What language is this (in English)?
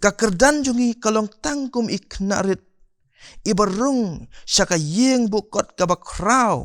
Khasi